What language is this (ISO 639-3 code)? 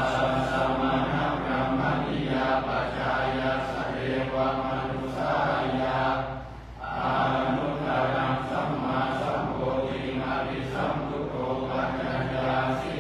pli